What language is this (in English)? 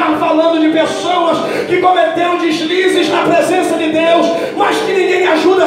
Portuguese